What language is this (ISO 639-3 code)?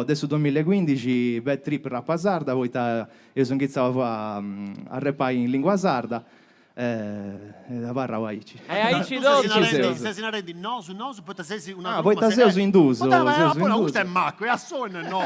srd